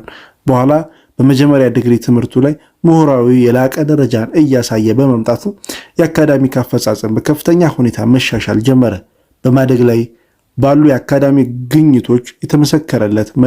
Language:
Amharic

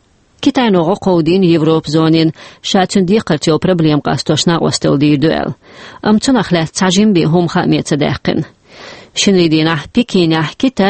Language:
Chechen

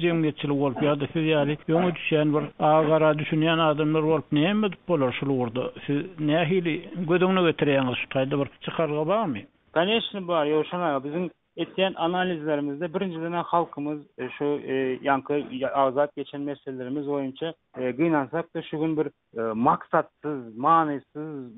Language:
Turkmen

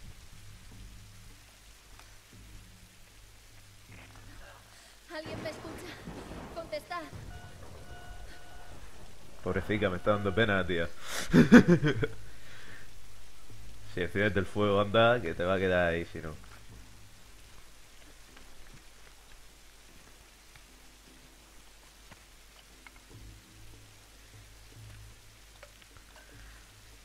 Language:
Spanish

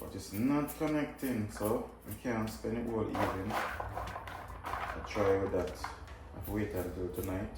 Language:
Jamaican Creole English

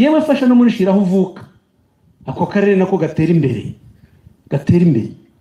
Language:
Kinyarwanda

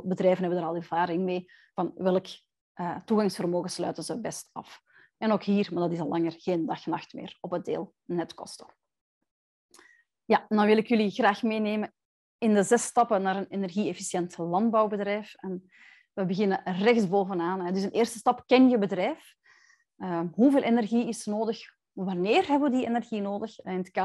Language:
Dutch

